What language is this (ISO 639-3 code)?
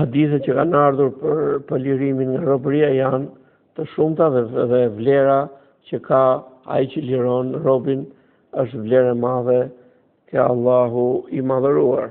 sqi